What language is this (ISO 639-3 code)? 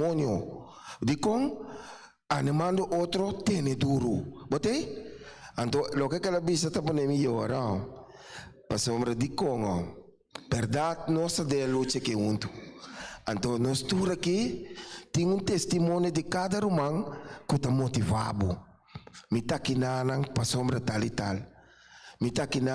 pap